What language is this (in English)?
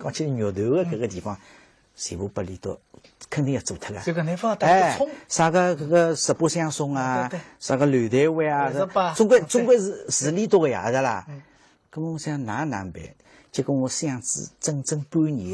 Wu Chinese